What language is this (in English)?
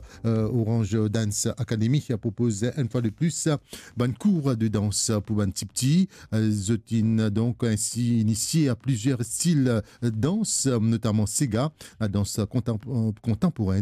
Morisyen